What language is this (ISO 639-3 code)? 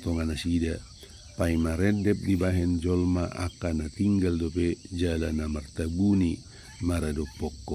bbc